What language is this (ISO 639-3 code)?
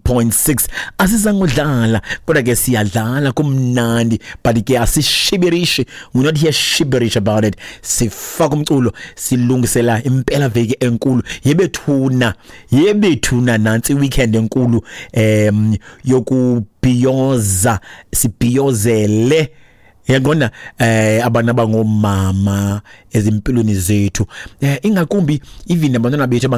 xho